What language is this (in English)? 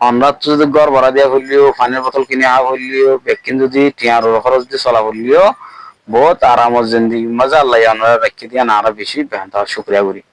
Rohingya